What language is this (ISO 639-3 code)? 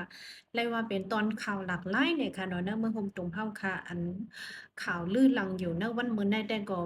shn